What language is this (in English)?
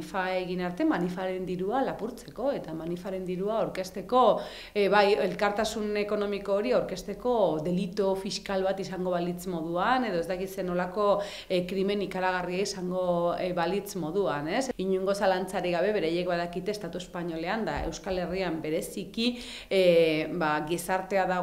Basque